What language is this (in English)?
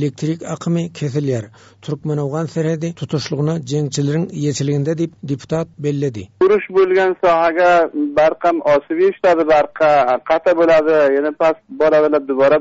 Turkmen